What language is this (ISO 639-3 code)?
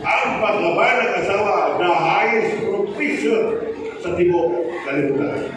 ceb